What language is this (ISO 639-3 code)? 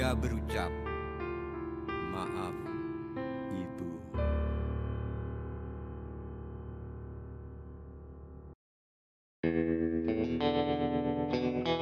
ind